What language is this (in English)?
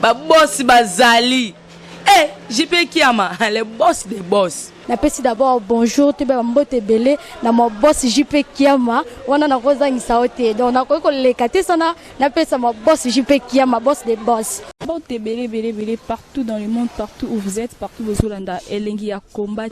Lingala